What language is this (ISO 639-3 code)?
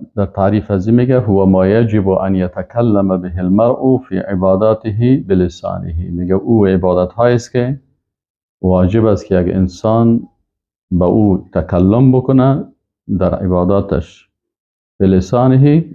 fas